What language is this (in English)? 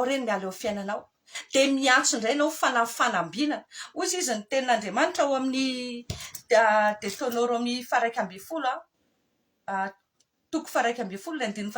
Malagasy